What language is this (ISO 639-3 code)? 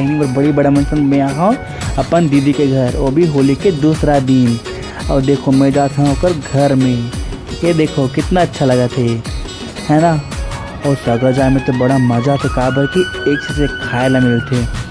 hne